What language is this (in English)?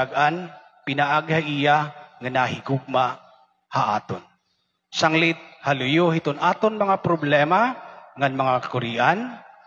Waray